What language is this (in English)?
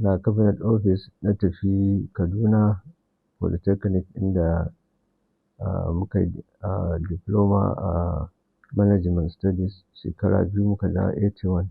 Hausa